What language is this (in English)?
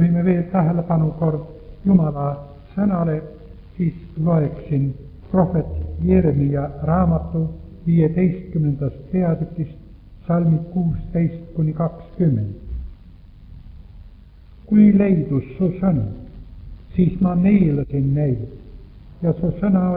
Estonian